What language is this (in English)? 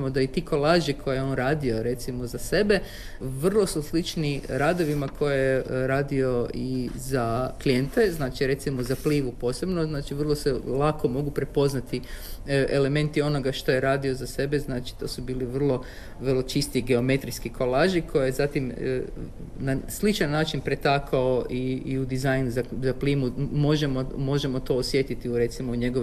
Croatian